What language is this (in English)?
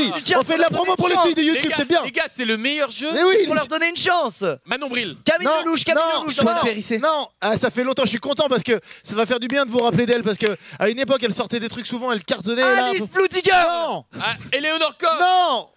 French